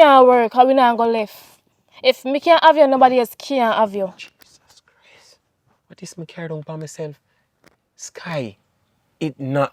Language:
Jamaican Creole English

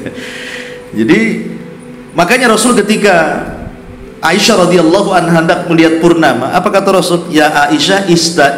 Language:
Indonesian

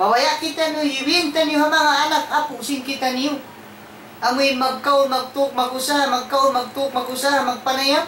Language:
Tausug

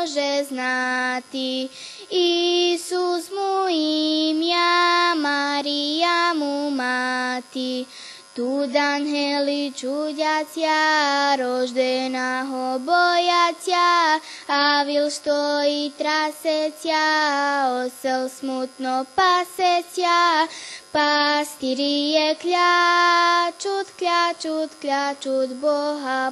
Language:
Rusyn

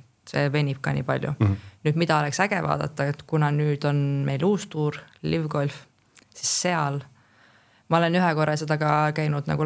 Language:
Estonian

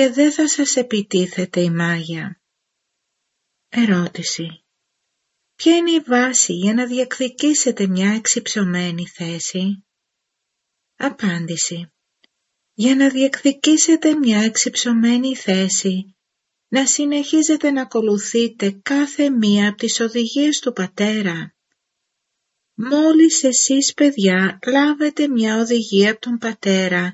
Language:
Greek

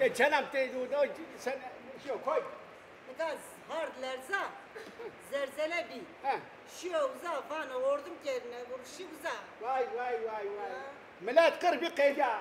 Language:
Zaza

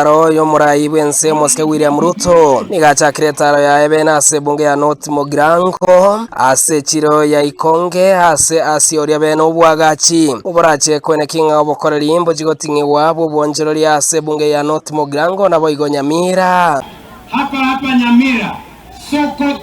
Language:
Gusii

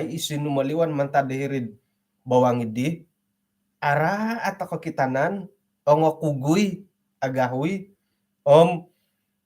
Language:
Central Dusun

